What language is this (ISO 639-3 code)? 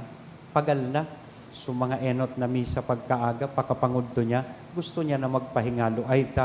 bik